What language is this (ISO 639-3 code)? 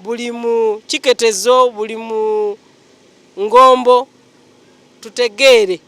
xog